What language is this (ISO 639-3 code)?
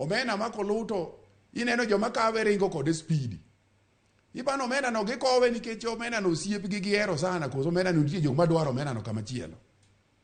luo